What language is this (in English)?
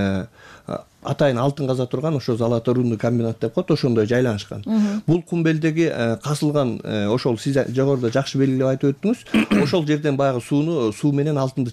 Kyrgyz